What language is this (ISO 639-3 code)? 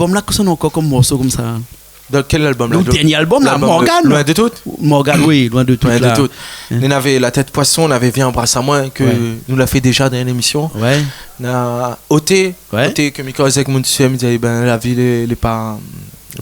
rcf